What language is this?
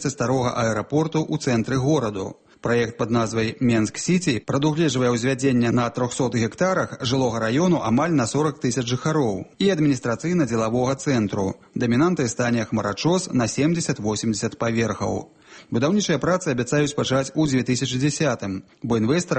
Belarusian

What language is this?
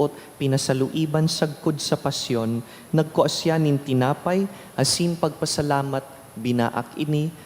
Bikol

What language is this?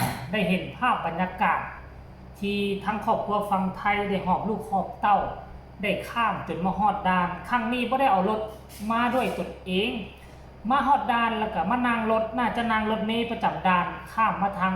Lao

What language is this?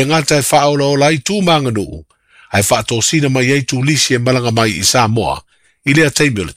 Samoan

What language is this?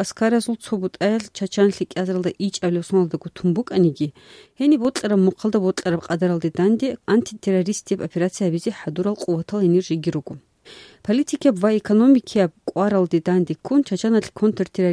Avaric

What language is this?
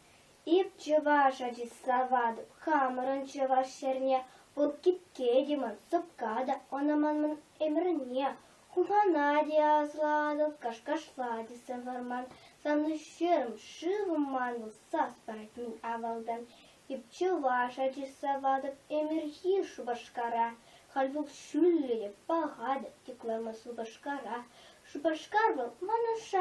Chuvash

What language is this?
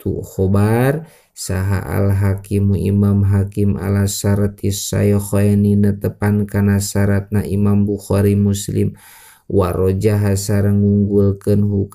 Sundanese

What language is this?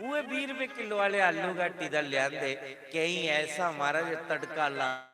Dogri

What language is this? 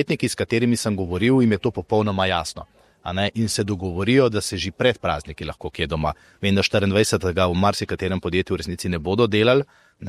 Slovenian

